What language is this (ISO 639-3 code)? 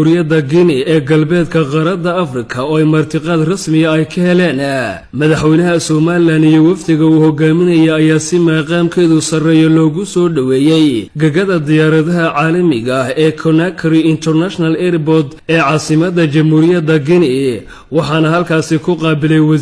som